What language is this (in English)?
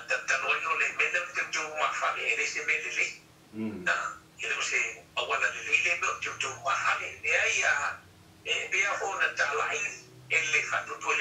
Samoan